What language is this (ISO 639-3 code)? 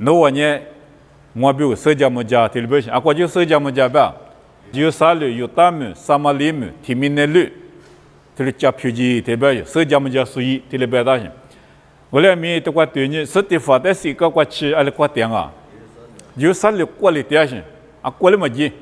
lis